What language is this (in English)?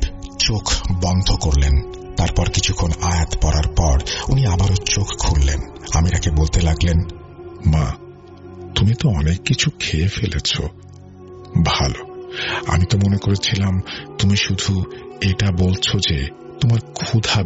Bangla